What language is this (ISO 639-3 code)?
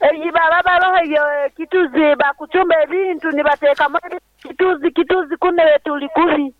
nyn